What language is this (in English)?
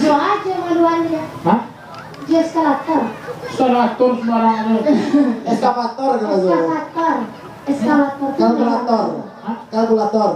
Minangkabau